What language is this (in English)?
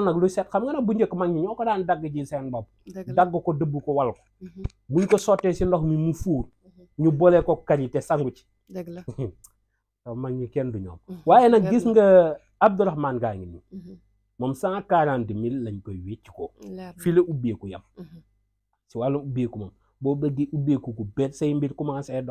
Wolof